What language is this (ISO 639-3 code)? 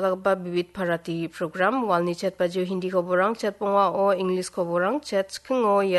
grt